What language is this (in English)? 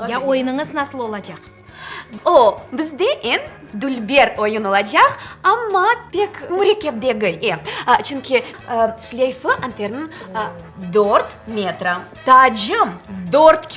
Crimean Tatar